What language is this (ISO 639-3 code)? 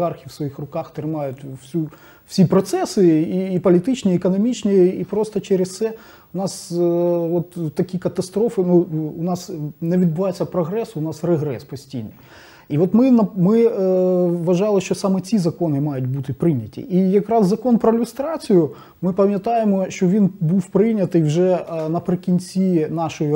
ukr